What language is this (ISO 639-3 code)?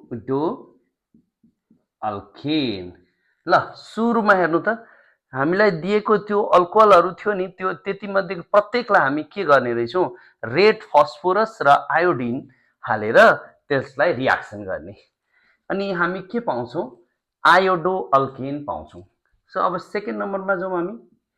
nep